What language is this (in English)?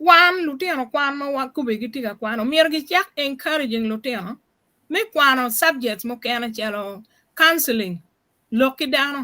Acoli